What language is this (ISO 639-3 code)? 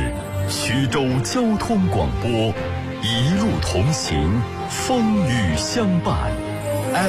zho